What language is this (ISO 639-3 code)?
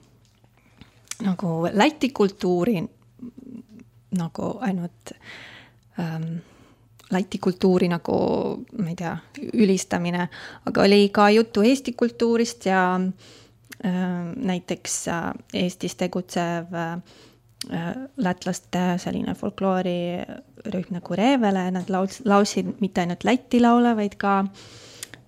est